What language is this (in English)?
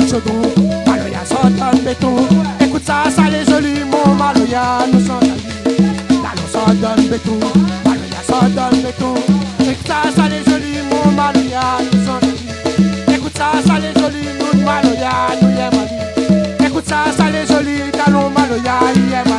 Réunion Creole French